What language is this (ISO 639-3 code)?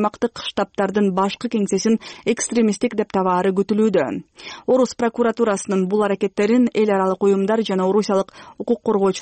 kir